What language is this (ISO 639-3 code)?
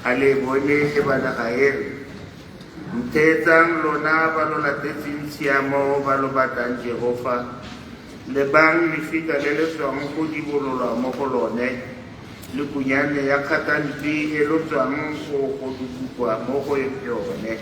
tsn